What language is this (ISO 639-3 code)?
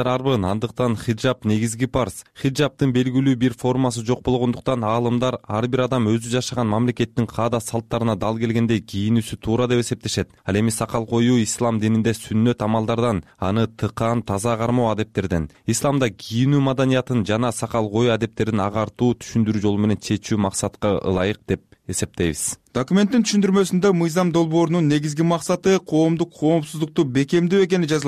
kir